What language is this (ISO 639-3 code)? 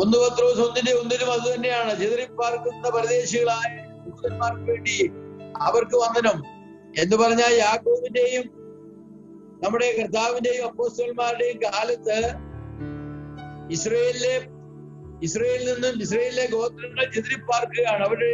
mal